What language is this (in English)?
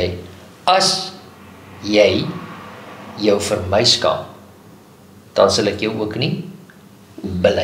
Afrikaans